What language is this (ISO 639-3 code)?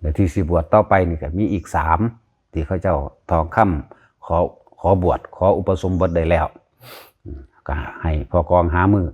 lao